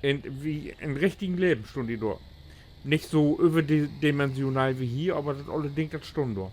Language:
Low German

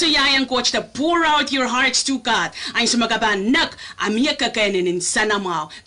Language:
Pohnpeian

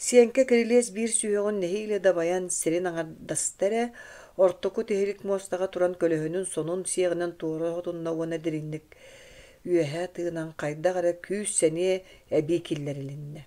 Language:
Yakut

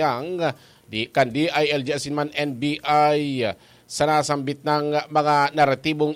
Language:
Bikol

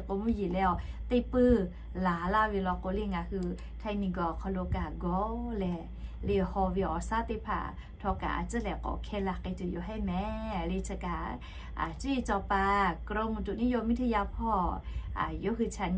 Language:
Lahu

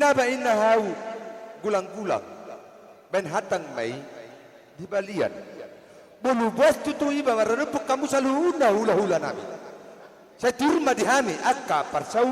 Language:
Batak Toba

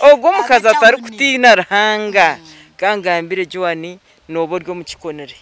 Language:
Nyankole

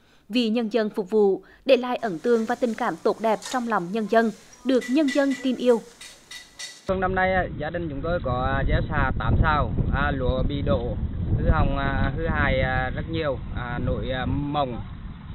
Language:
Vietnamese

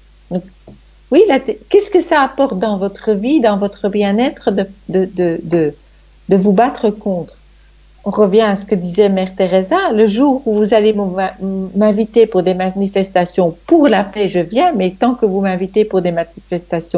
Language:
French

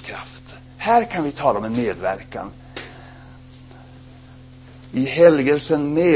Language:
Swedish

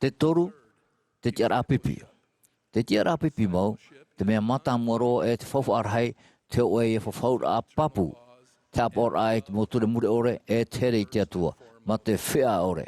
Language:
Tahitian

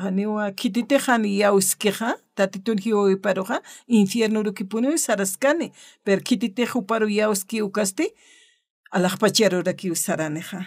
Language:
Aymara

